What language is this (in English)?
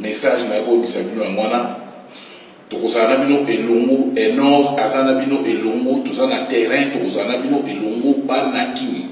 Lingala